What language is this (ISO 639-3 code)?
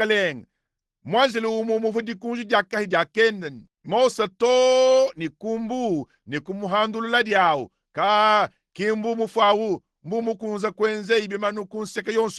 lua